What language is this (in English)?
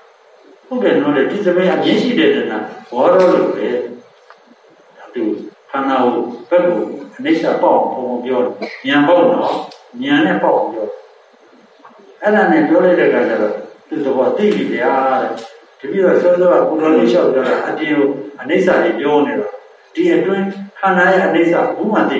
Burmese